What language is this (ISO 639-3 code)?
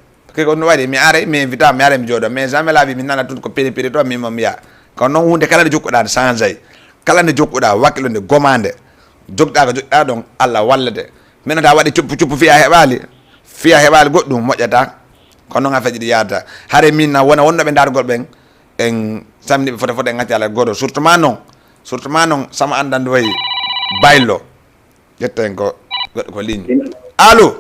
ful